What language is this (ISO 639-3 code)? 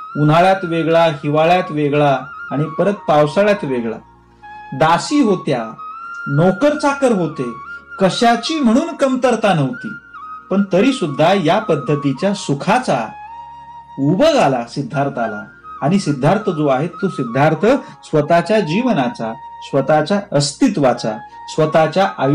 mar